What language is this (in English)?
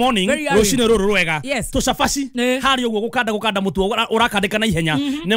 Kikuyu